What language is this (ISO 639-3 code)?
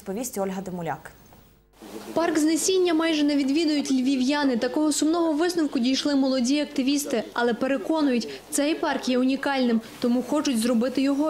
ukr